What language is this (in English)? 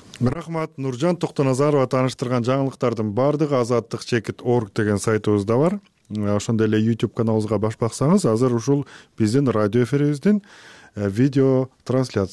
Kyrgyz